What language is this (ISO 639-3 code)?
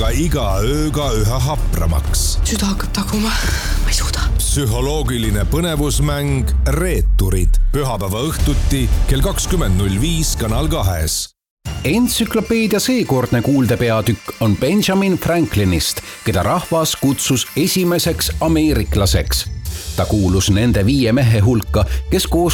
est